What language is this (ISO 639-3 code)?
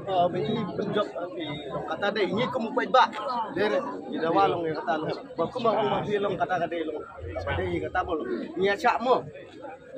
kha